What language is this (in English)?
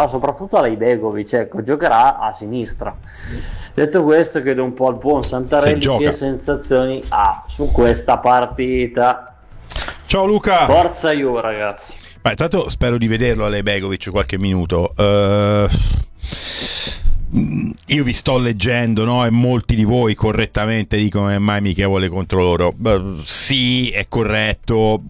Italian